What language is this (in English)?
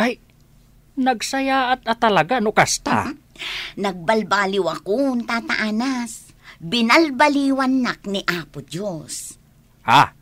Iloko